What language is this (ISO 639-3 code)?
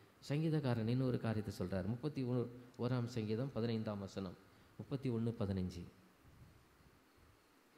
tam